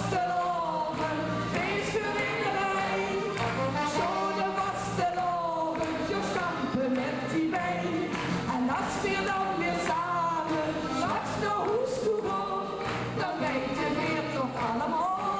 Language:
Limburgish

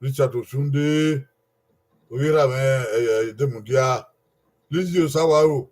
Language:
Bini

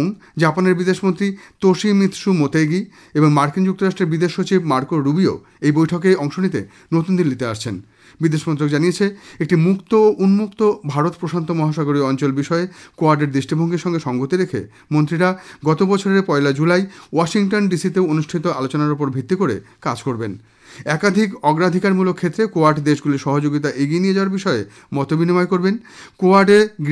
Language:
Bangla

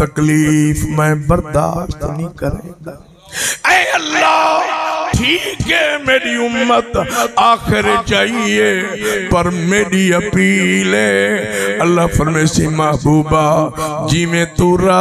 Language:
Saraiki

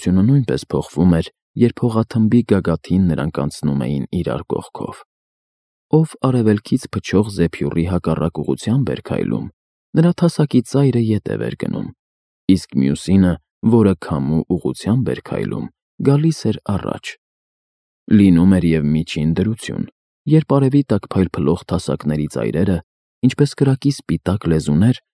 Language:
Armenian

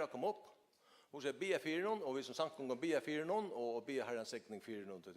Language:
Faroese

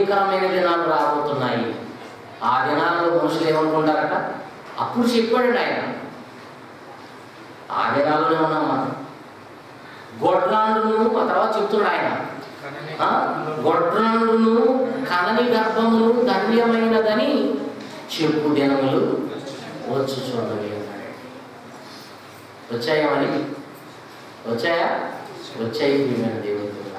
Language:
Telugu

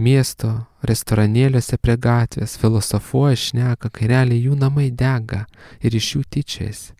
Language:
Lithuanian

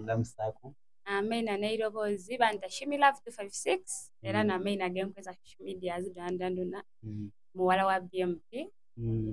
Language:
Soga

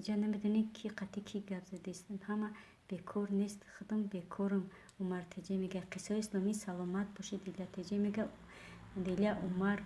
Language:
Tajik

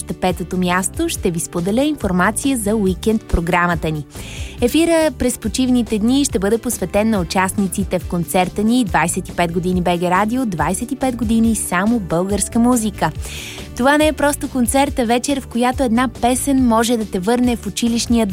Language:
Bulgarian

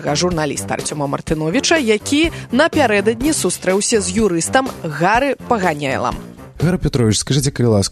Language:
Belarusian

